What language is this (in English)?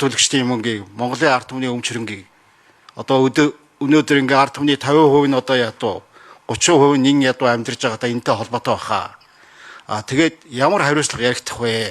Mongolian